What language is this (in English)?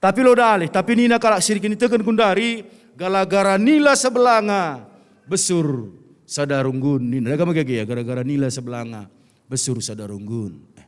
Batak Karo